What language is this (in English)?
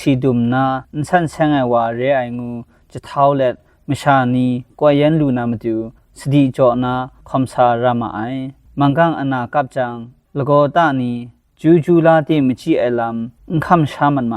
Kachin